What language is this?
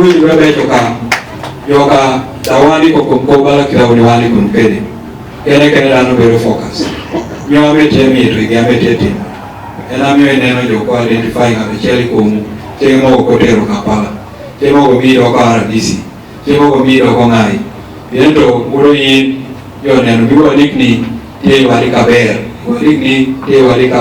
Acoli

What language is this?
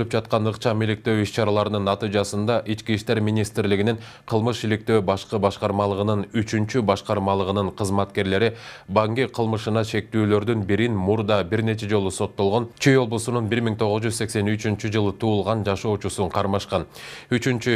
Kyrgyz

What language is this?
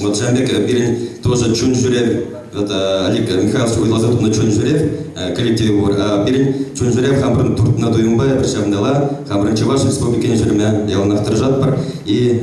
Chuvash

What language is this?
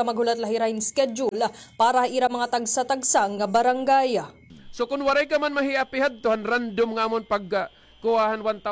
Waray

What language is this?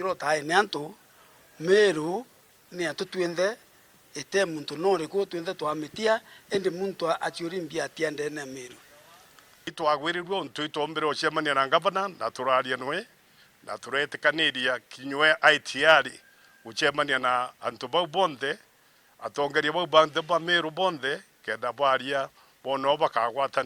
Meru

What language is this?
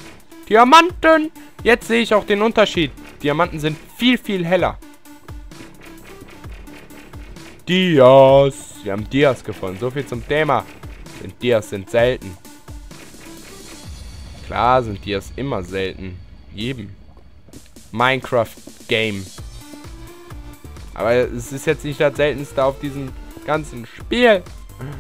German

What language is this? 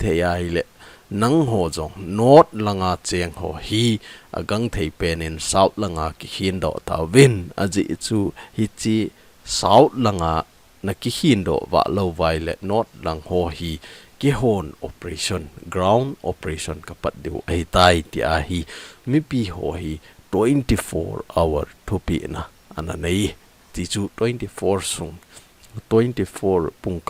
Thado Chin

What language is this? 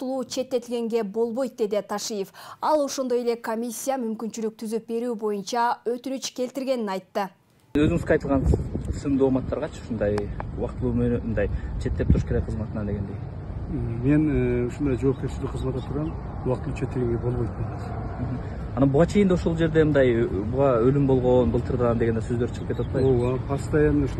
Kyrgyz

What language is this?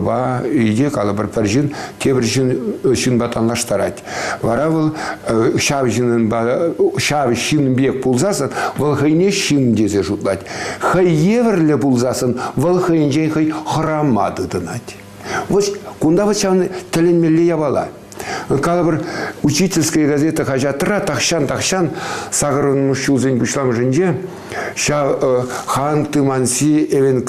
Chuvash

